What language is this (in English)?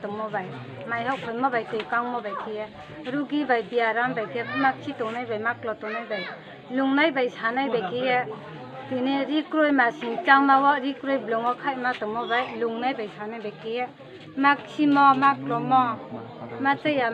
Riang (India)